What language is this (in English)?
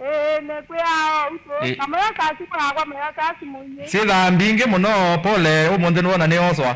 Kamba